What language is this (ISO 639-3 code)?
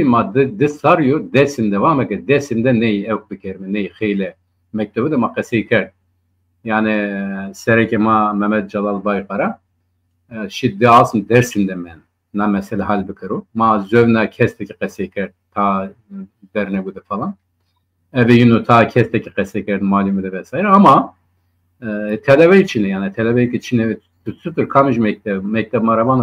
zza